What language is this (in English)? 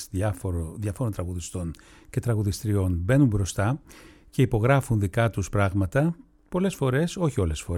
Greek